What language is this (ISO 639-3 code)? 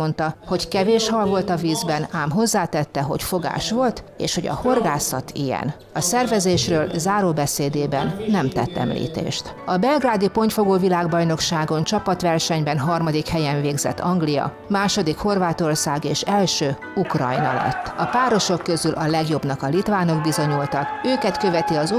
hun